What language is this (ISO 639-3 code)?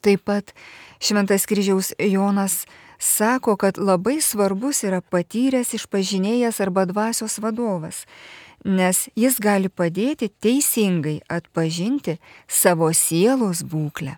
lit